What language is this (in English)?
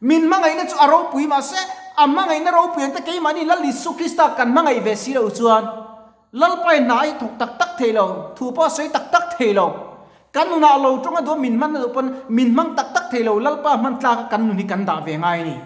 Mizo